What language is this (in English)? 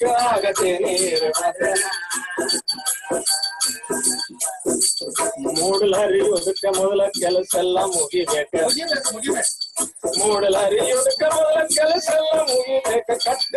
Kannada